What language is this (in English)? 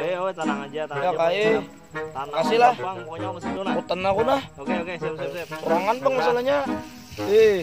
Banjar